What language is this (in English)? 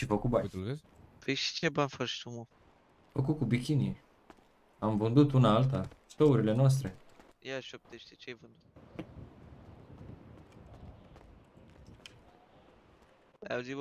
Romanian